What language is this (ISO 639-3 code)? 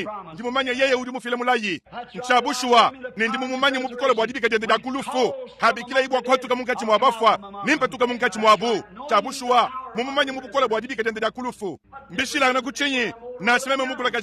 lua